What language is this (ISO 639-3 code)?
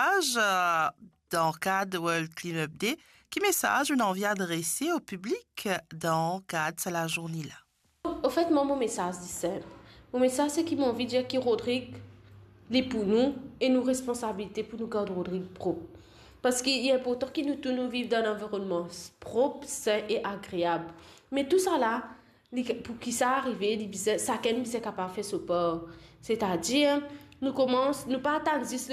mfe